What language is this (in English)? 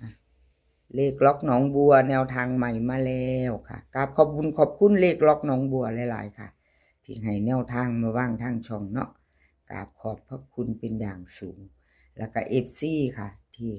Northeastern Thai